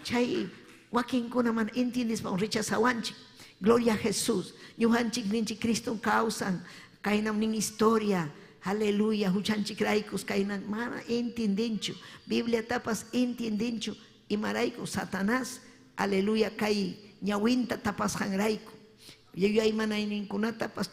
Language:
Ayacucho Quechua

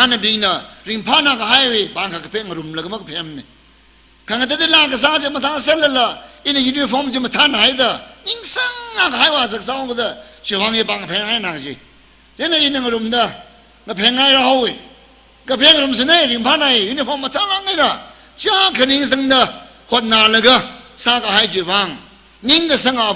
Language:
Tangkhul Naga (India)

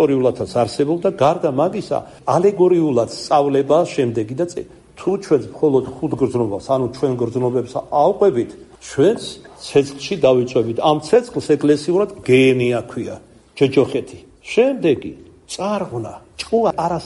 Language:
Georgian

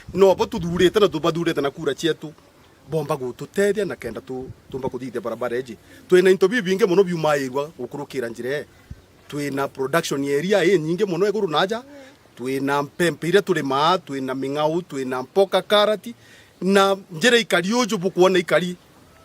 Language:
Meru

